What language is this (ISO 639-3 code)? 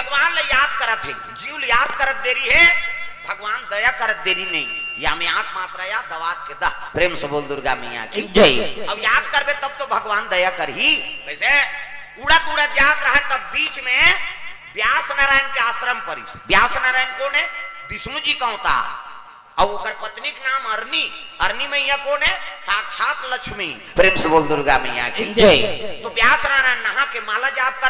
hne